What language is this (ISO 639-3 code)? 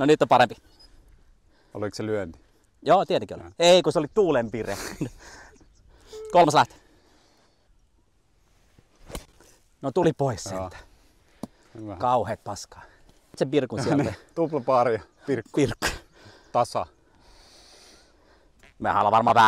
fin